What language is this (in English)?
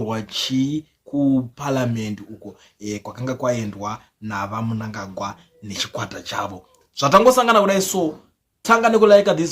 Shona